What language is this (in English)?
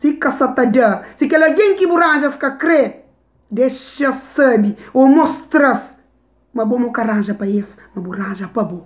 Kabuverdianu